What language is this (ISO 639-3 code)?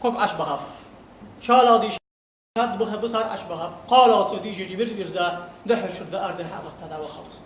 inh